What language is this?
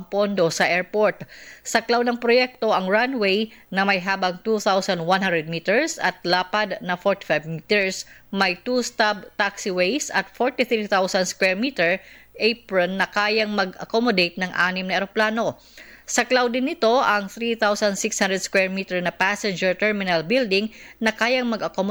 Filipino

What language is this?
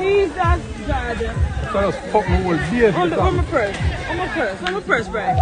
Jamaican Creole English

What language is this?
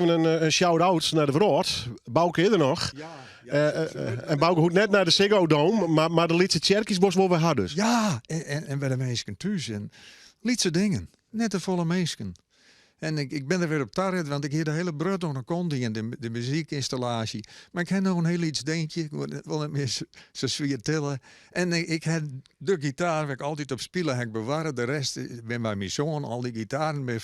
Western Frisian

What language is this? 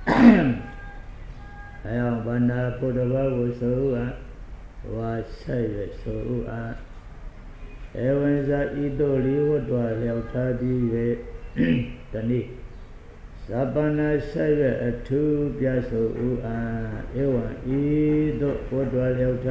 Burmese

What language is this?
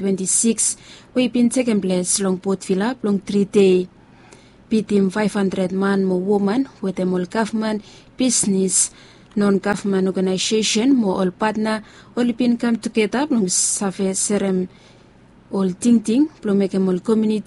Bislama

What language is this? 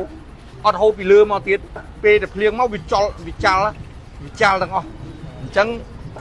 Khmer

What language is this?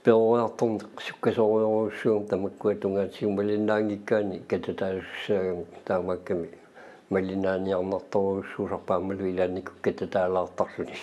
Kalaallisut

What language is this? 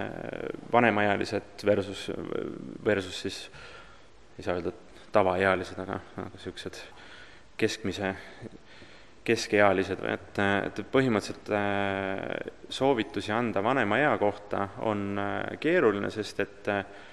Estonian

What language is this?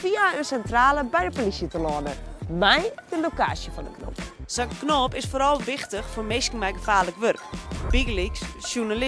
Western Frisian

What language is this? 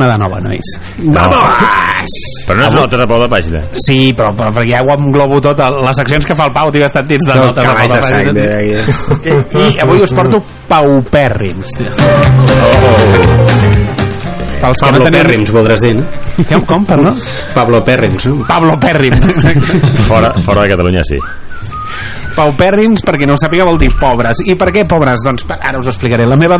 Catalan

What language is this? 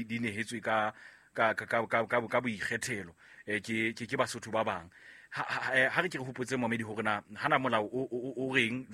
Southern Sotho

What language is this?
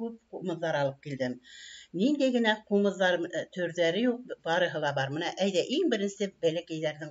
Bashkir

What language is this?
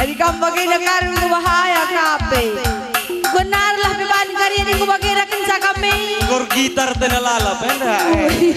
Batak Karo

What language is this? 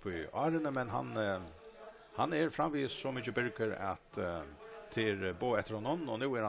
Faroese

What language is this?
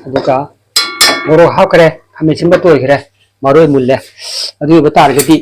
Manipuri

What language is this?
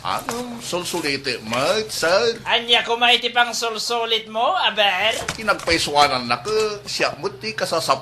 Iloko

